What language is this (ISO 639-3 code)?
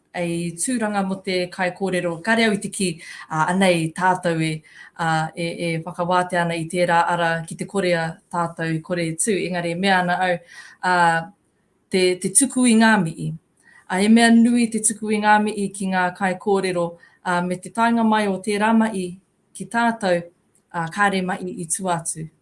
mri